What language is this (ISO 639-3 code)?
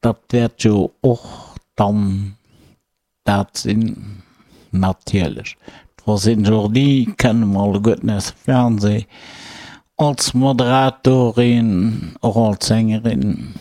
ltz